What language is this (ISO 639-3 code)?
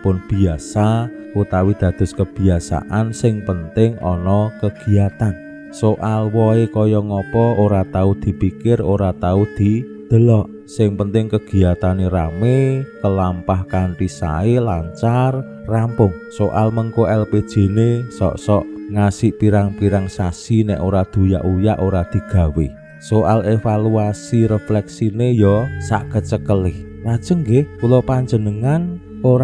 jav